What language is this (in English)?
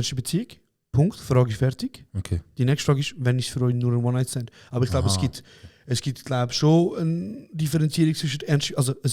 Swiss German